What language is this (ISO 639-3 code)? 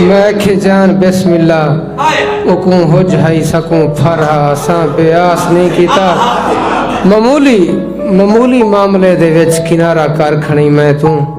skr